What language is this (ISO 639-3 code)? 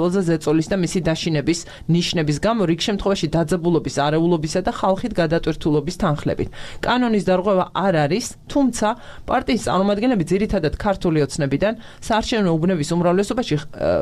kat